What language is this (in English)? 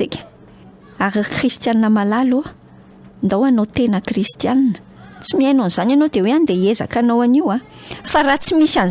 Malagasy